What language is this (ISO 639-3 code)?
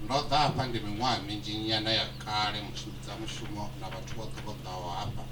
ven